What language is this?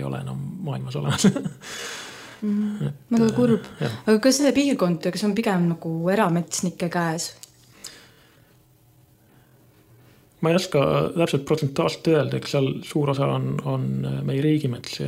Estonian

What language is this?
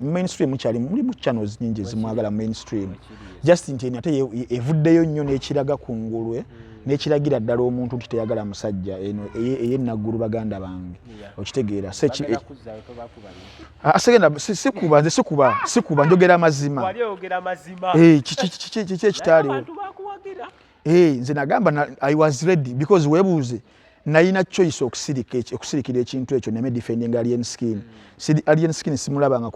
Ganda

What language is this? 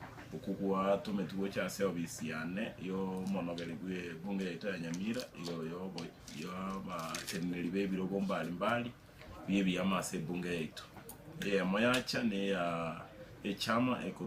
Gusii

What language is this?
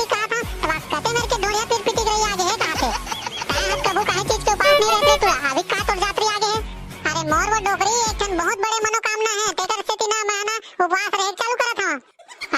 Chhattisgarhi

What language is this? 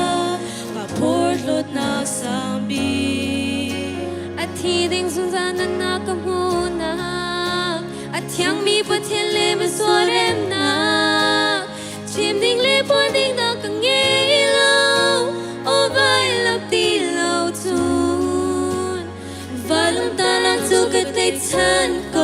Hakha Chin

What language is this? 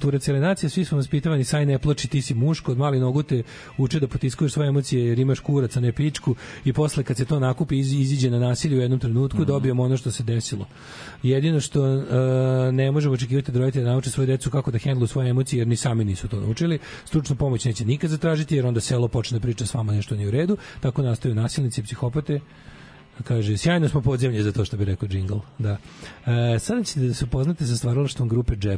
Serbian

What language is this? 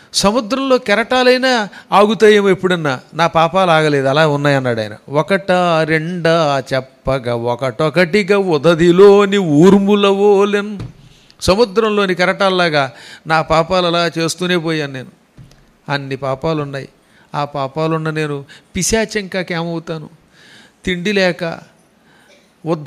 Telugu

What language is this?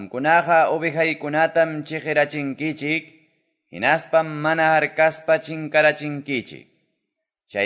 Quechua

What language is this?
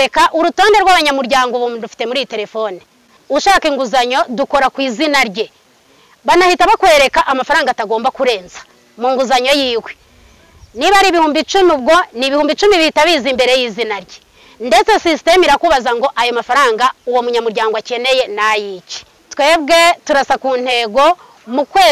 Kinyarwanda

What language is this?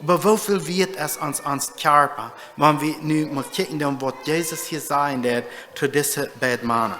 Plautdietsch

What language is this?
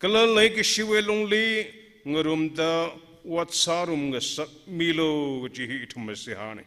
Tangkhul Naga (India)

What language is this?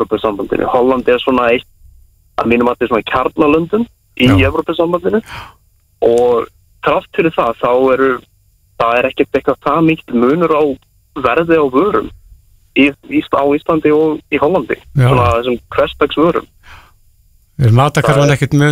Icelandic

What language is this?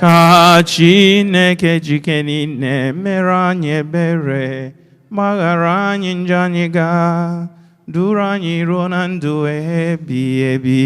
Igbo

